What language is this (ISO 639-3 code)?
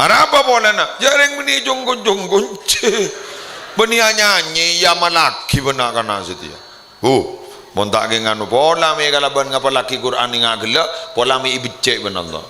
mad